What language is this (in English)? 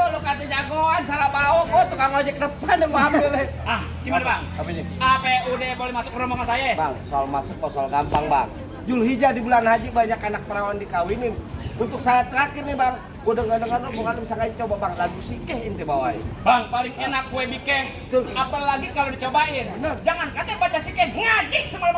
Betawi